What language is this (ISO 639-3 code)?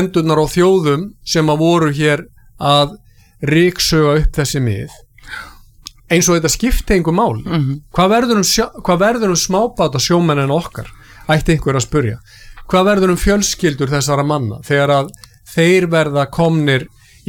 isl